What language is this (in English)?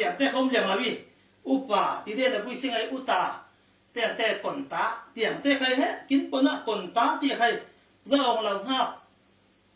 Falam Chin